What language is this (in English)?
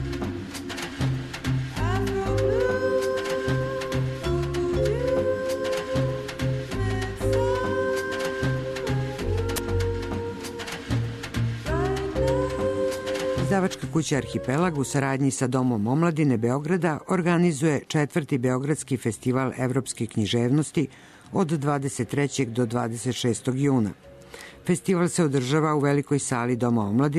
Serbian